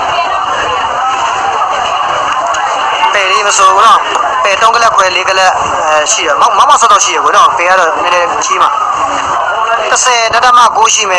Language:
Burmese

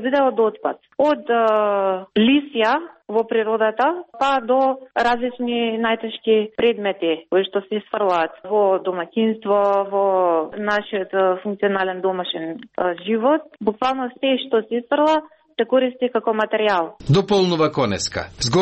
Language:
Macedonian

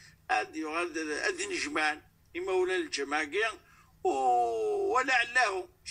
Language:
Kabyle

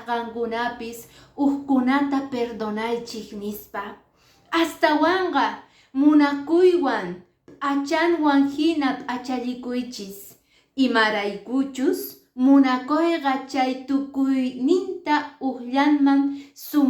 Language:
Quechua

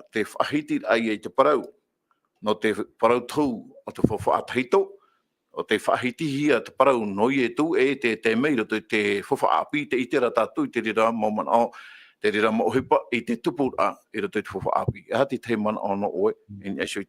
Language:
Tahitian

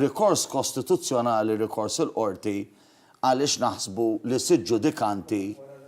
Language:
Maltese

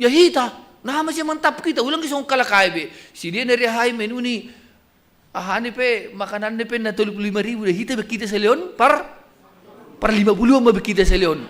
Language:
Batak Simalungun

